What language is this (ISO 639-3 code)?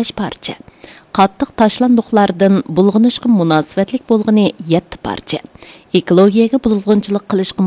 uig